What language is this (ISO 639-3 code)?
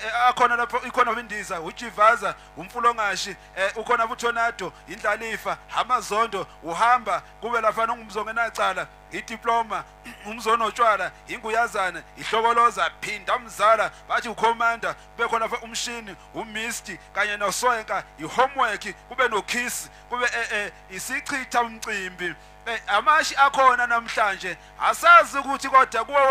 zul